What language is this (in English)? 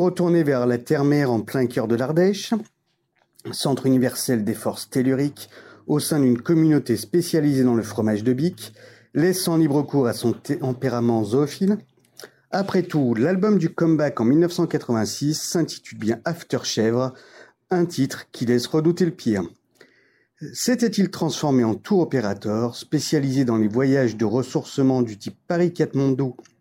French